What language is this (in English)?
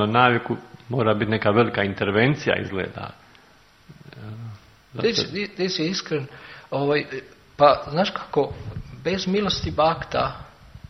Croatian